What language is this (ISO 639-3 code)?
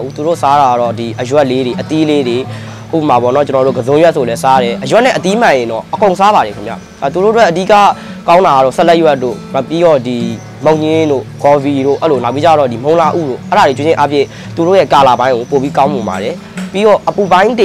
mya